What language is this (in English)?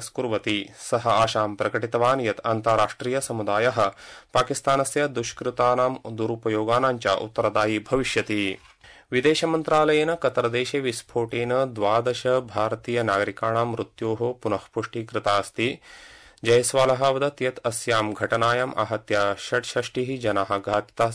Sanskrit